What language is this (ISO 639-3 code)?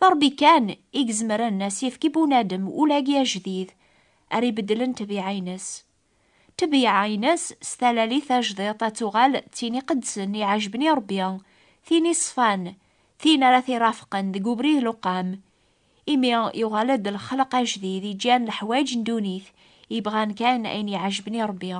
kab